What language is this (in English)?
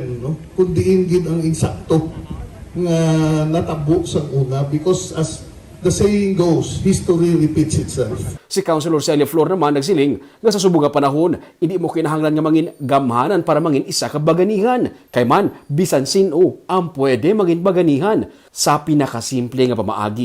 Hiligaynon